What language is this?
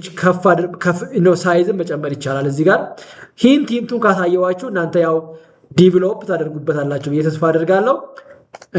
Amharic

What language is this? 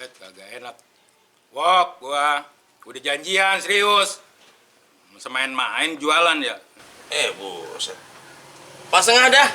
Betawi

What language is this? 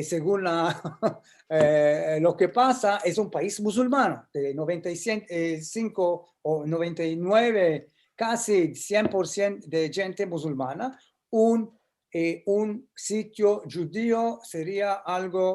Ladino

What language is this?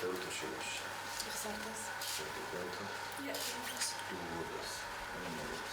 Ossetic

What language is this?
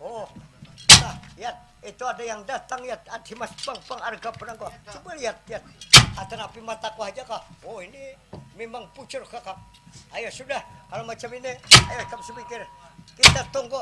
Banjar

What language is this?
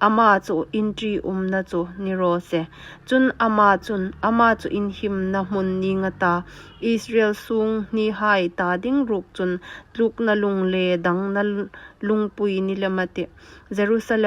Hmar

